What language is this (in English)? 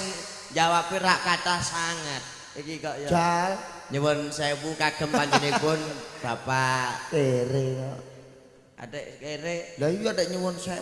Javanese